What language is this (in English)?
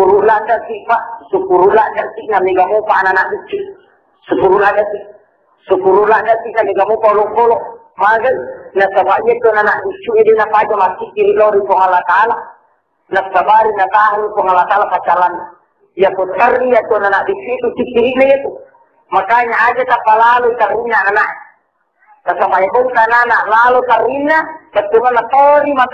Buginese